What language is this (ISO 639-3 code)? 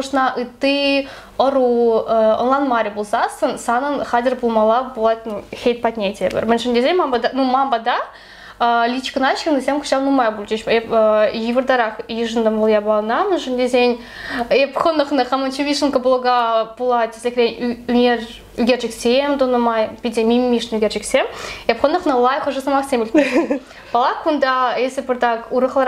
chv